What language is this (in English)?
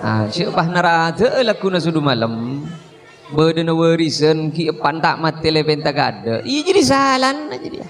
Madurese